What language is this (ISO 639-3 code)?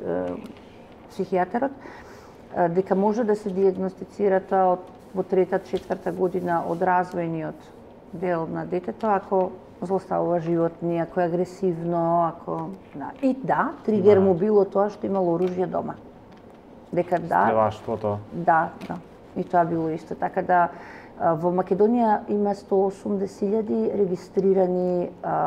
mkd